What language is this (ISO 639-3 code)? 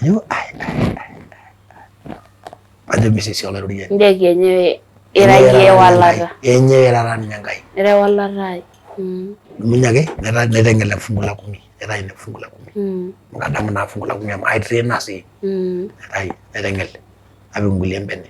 mas